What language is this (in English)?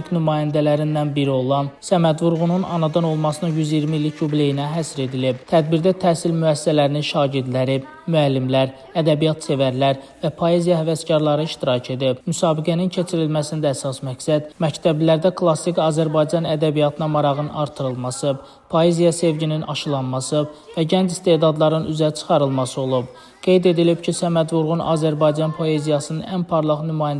Azerbaijani